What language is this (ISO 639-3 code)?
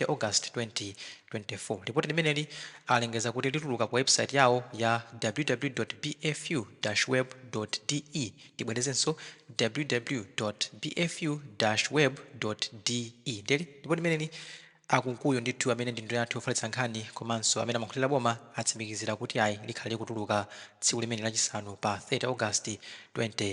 nya